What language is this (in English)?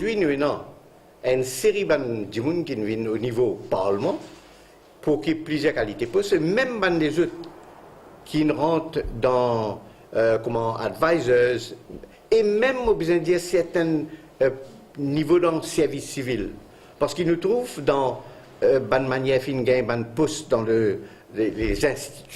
Morisyen